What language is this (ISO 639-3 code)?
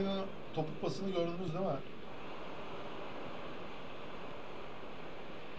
tur